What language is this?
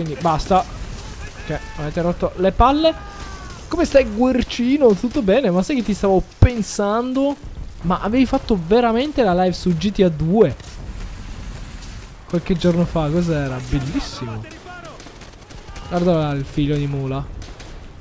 Italian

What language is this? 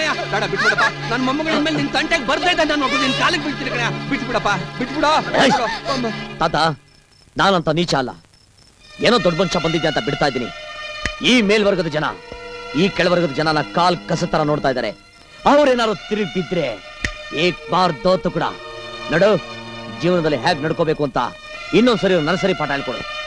Kannada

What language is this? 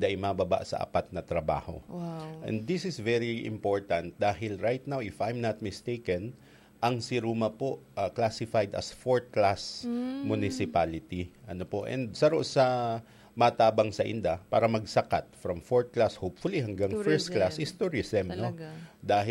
Bikol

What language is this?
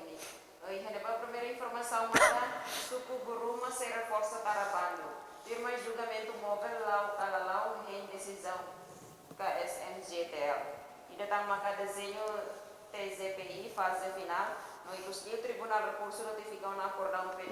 Tetum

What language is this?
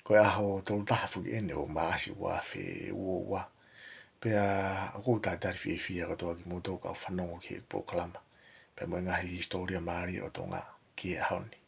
Tongan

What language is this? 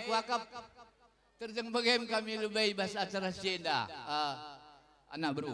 Batak Karo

